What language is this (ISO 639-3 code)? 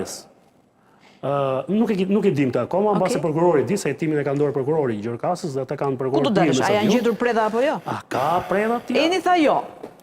sqi